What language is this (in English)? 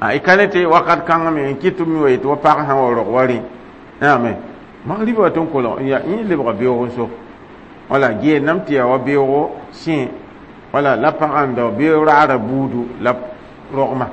Mossi